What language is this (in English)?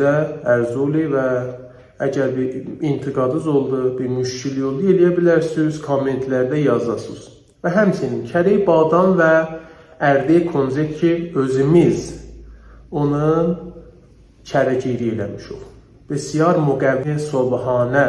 Azerbaijani